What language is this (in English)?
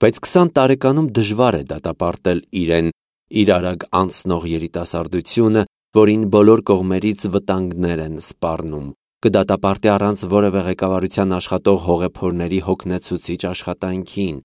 Armenian